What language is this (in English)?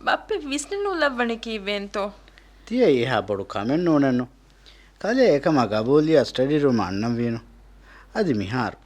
Divehi